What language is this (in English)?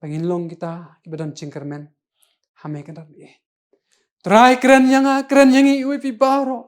Khasi